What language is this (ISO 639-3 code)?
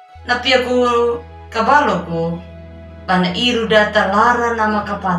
akg